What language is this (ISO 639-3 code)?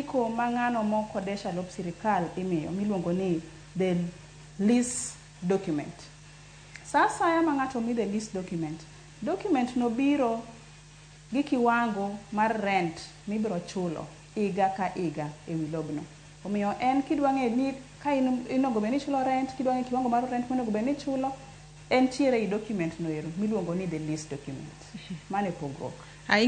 luo